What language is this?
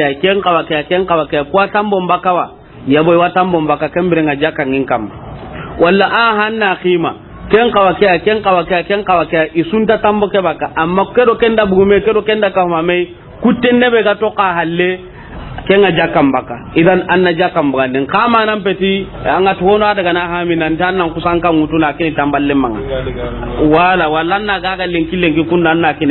Soninke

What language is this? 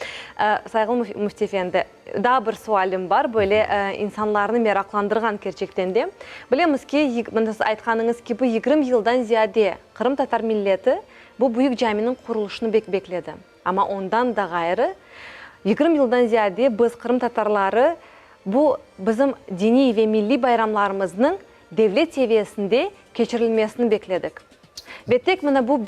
Crimean Tatar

